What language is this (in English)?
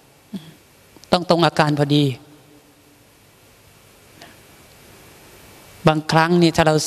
Thai